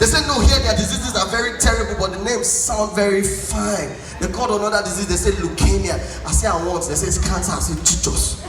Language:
Nigerian Pidgin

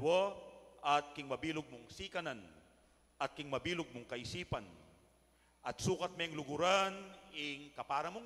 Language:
Pampanga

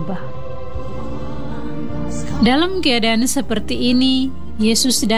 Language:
Indonesian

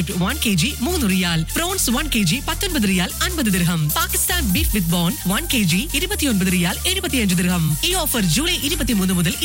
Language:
Malayalam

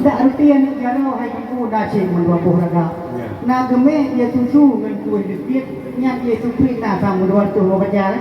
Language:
Achinese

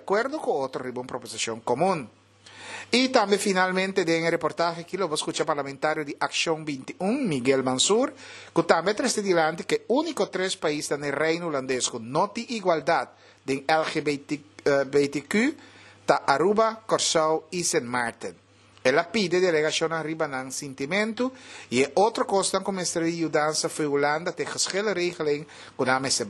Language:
Papiamento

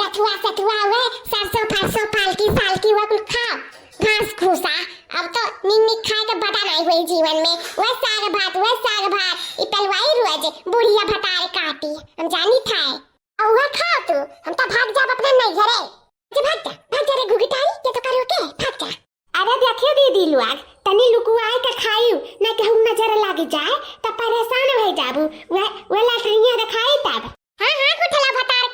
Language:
Awadhi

